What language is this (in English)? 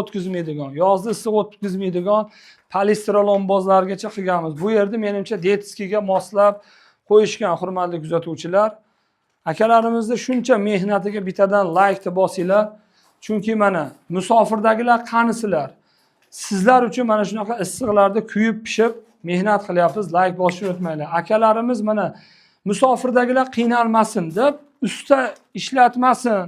Uzbek